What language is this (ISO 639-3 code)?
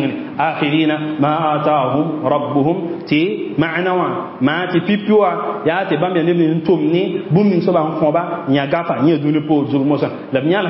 mos